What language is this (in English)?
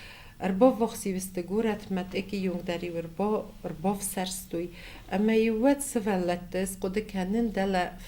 Ossetic